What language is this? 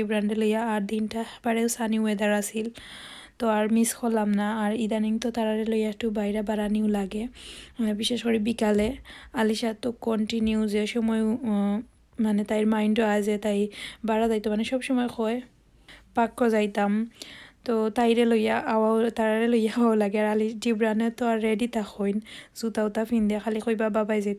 Sylheti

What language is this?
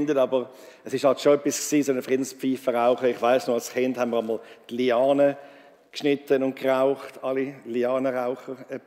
Swiss German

